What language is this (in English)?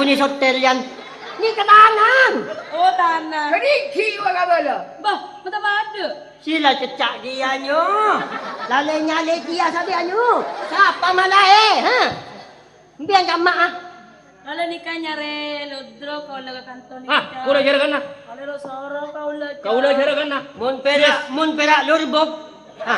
Madurese